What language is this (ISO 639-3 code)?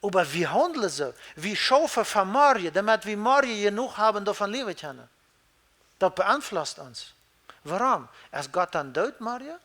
pdt